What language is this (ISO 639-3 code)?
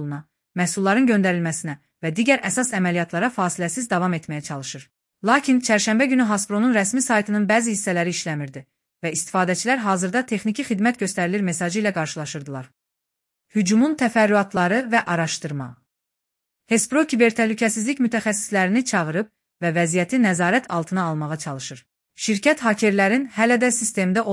aze